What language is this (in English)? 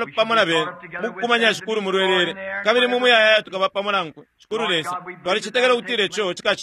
Bemba